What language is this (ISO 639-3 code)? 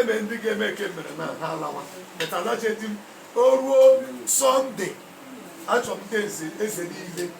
ibo